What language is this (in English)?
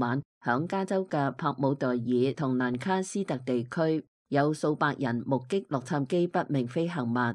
Cantonese